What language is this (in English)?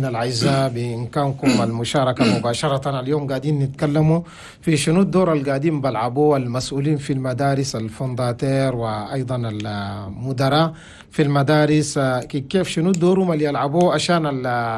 Chadian Arabic